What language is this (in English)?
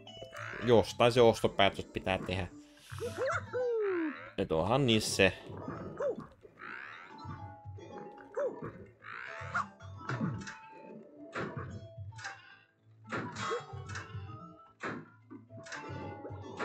Finnish